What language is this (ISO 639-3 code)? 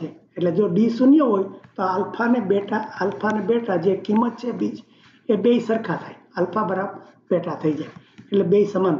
guj